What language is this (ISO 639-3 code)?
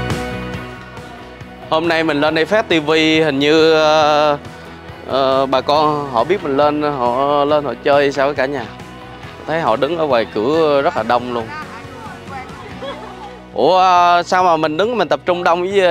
vie